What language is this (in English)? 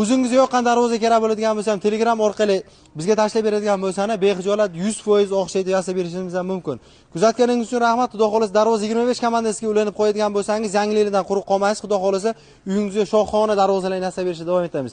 Uzbek